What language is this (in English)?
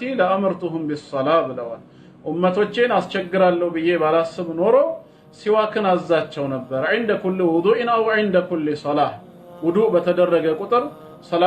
Amharic